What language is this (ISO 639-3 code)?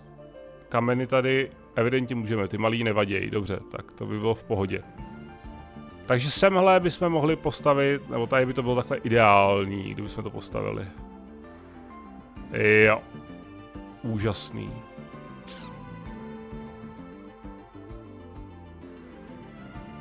ces